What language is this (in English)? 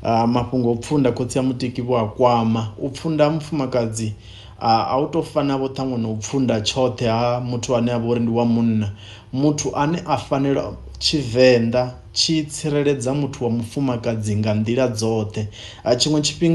Venda